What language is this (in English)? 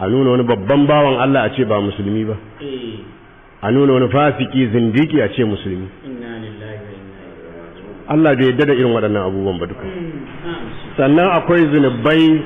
Hausa